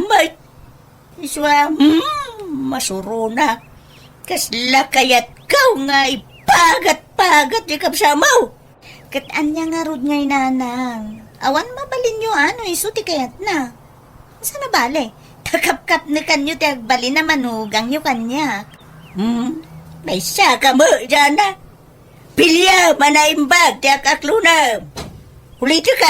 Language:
Iloko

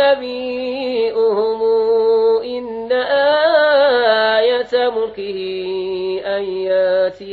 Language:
Arabic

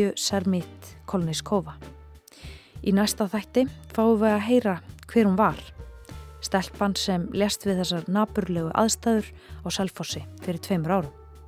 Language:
Icelandic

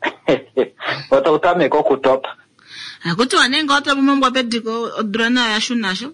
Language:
Kuanyama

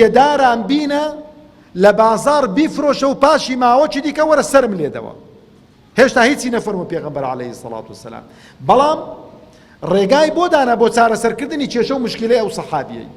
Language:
Central Kurdish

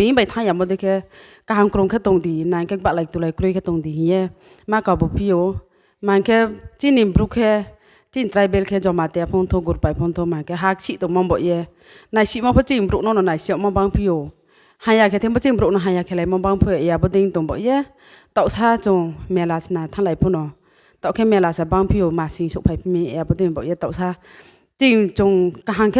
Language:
Riang (India)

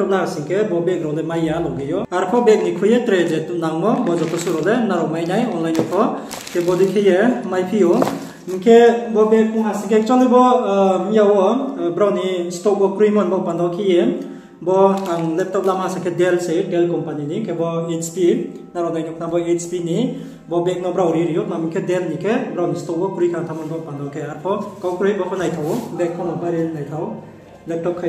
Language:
Riang (India)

